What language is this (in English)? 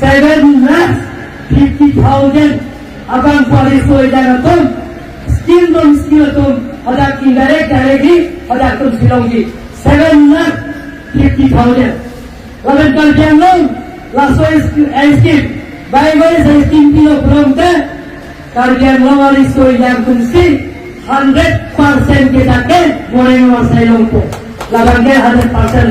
Karbi